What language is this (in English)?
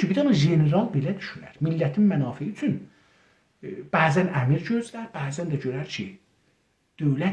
South Azerbaijani